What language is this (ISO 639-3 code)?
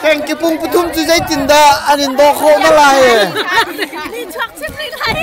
cnh